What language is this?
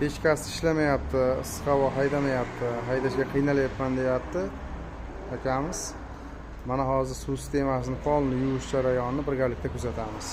Uzbek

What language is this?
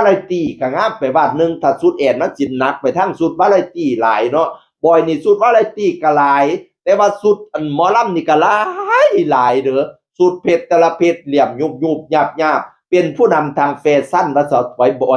Northeastern Thai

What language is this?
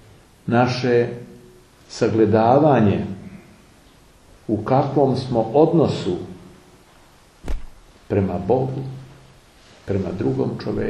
Serbian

